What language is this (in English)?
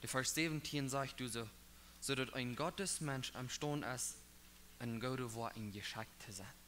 Plautdietsch